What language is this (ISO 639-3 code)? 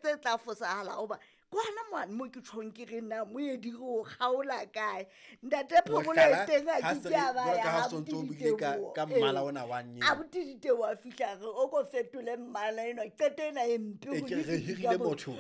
sot